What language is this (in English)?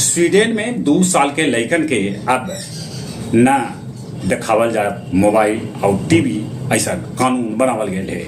Magahi